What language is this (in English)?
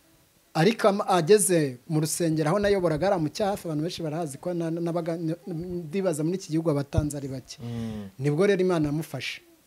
Kinyarwanda